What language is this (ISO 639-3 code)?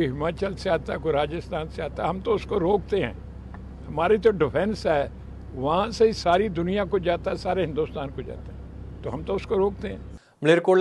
pan